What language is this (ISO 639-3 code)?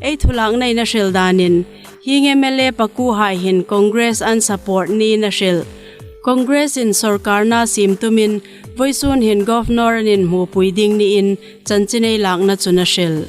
hmr